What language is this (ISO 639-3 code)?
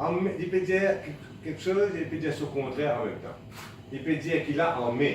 mfe